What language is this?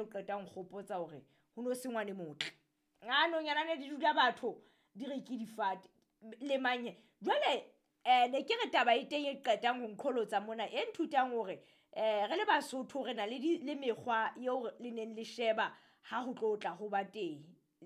Southern Sotho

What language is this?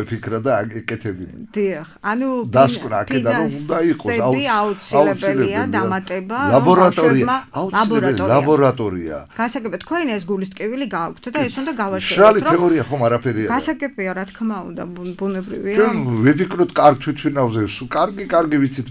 Georgian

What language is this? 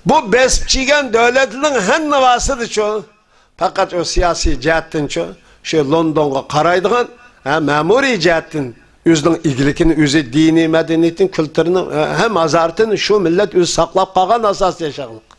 Uyghur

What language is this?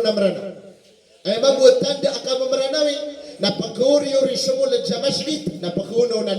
Maranao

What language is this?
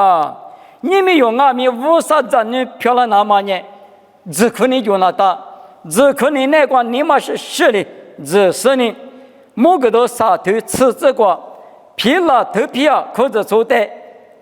Lisu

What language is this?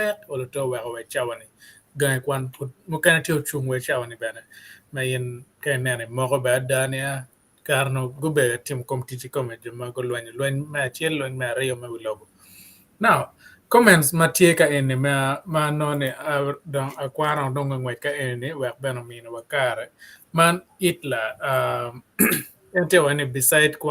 Acoli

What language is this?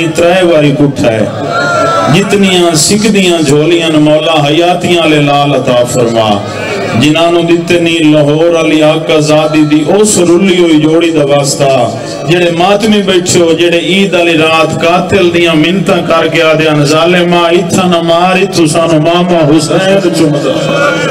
Saraiki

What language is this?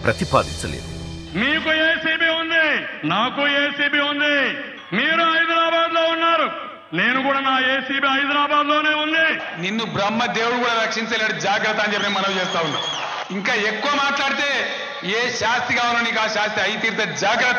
Telugu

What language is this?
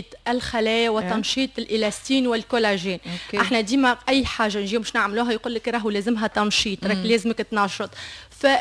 Tunisian Arabic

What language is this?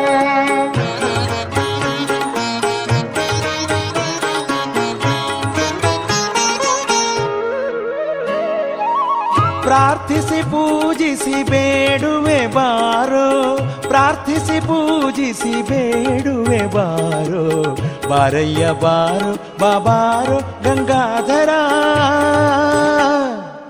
Kannada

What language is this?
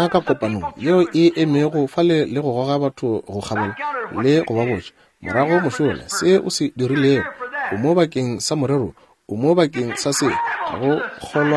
Northern Sotho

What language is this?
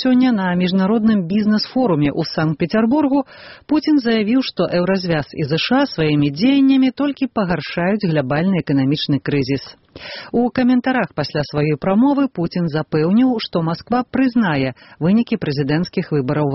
Belarusian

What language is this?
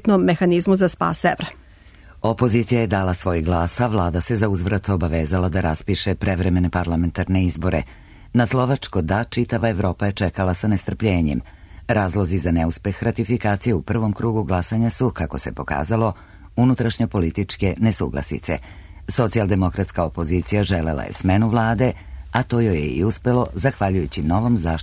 Serbian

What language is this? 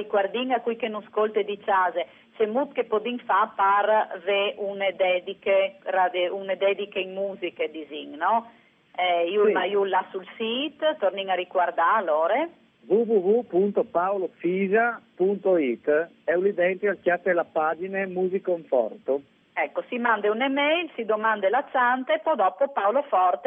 Friulian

